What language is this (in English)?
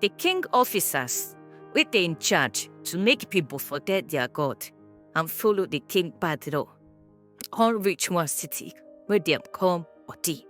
Nigerian Pidgin